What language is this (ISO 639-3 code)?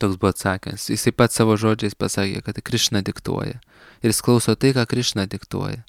lit